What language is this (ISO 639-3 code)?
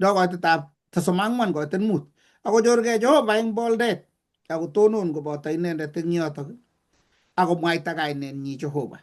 kln